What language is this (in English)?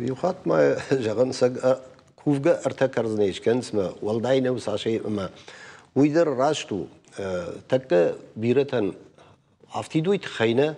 Ossetic